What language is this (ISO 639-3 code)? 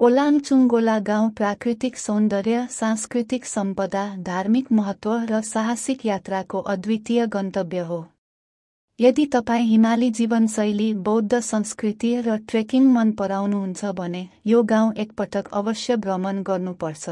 nep